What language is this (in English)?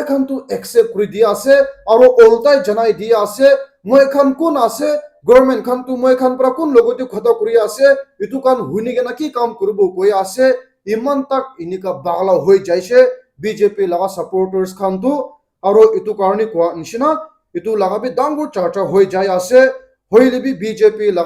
Naga Pidgin